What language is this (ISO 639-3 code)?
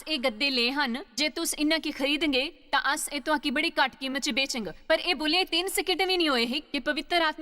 doi